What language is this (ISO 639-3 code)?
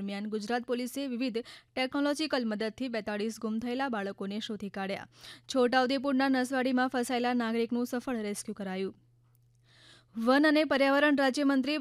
guj